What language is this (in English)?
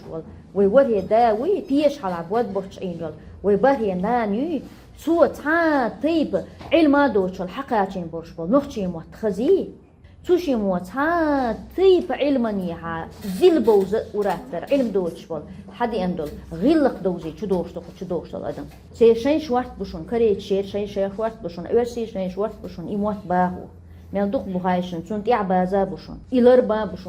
Chechen